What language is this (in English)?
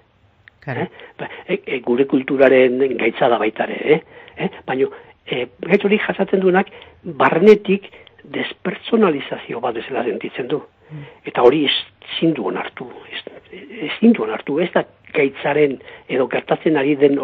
Basque